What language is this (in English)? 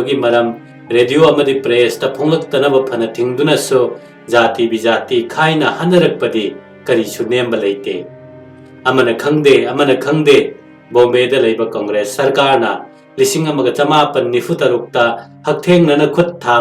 Manipuri